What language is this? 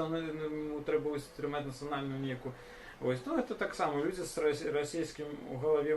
Belarusian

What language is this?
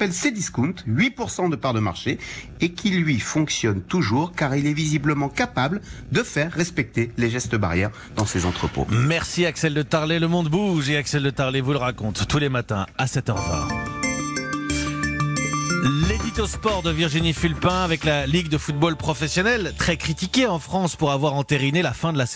French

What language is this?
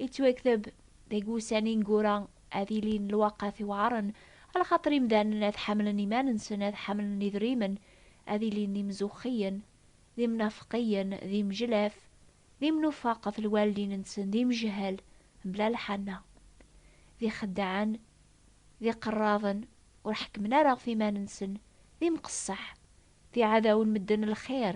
Kabyle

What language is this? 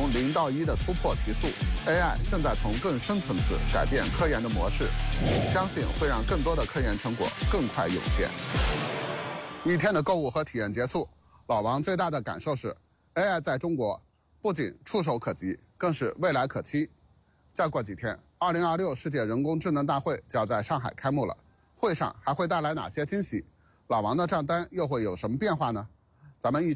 Chinese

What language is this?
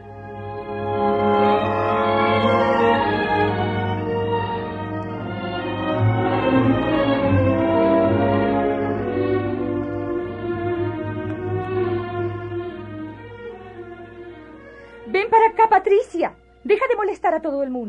Spanish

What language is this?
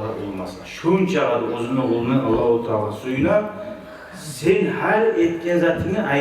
Kumyk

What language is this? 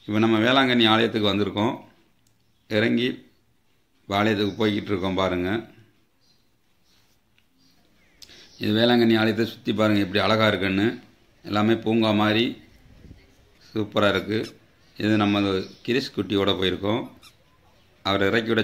Tamil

